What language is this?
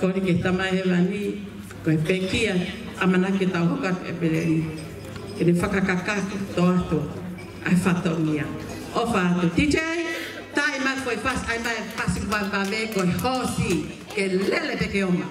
Tongan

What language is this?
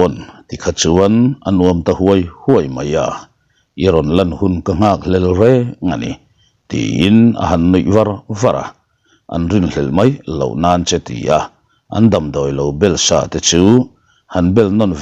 Mizo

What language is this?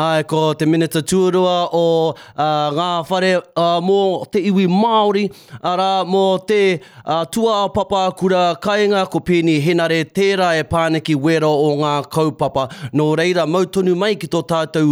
Māori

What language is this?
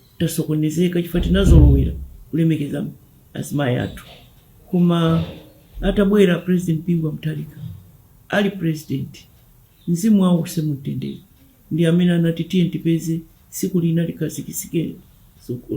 Nyanja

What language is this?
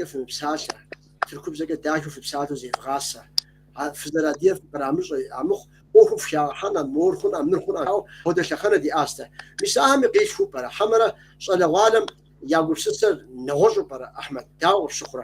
Kabardian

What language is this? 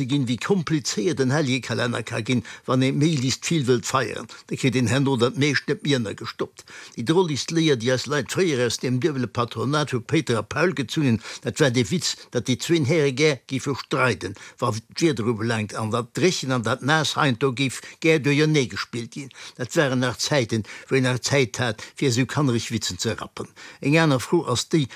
Luxembourgish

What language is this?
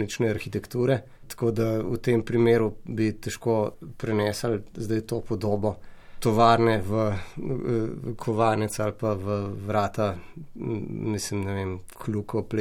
Slovenian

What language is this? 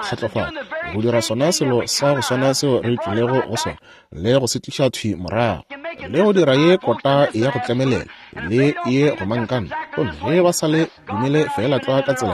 Northern Sotho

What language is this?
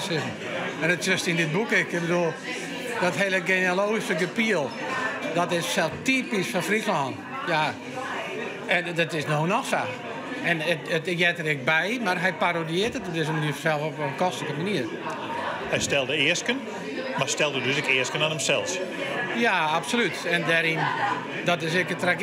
Western Frisian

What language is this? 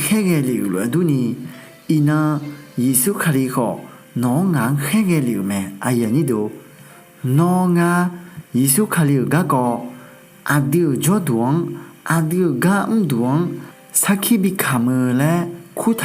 Akha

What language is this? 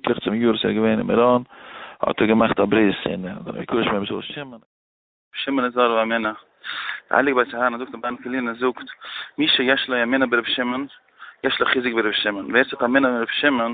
Yiddish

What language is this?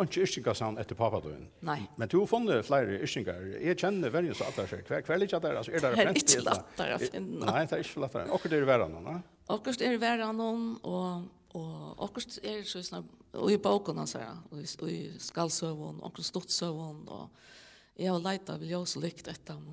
Faroese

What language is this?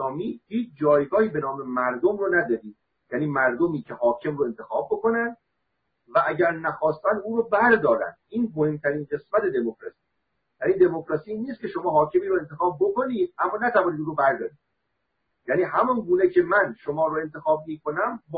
Persian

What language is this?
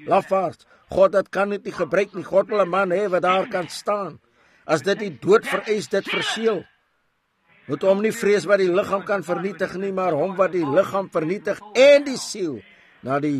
Afrikaans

